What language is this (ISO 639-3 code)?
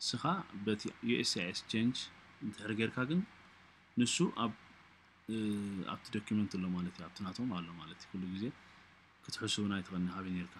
tir